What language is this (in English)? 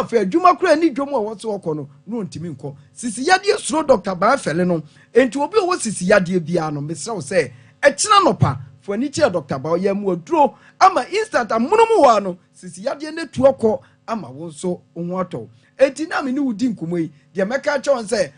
Akan